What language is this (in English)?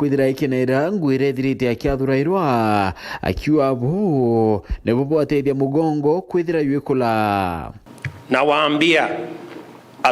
Meru